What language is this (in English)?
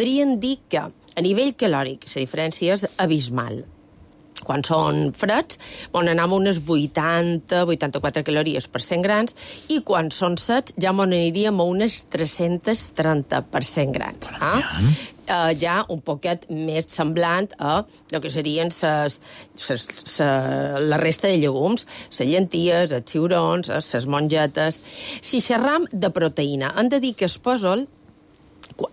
Catalan